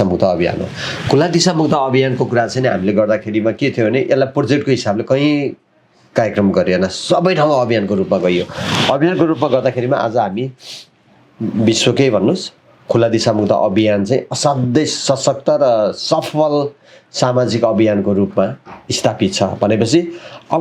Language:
Nepali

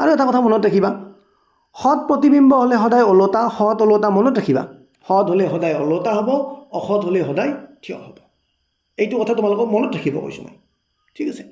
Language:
Assamese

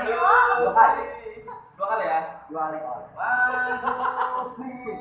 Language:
Banjar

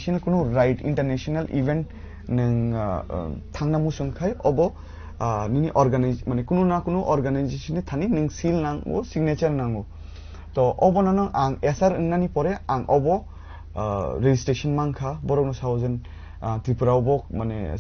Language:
Kok Borok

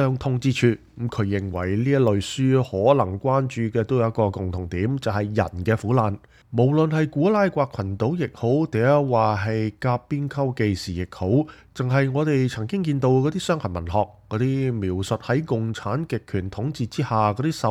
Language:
Cantonese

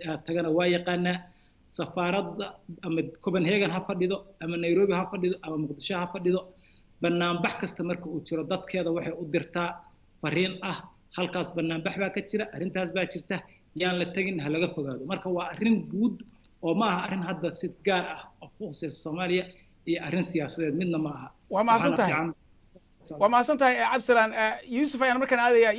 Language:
Somali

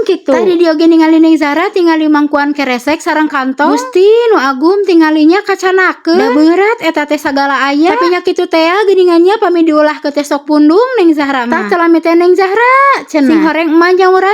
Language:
Sundanese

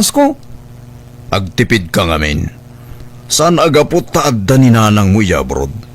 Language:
Iloko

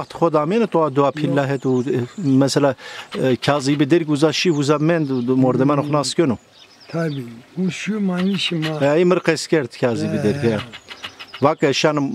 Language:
Zaza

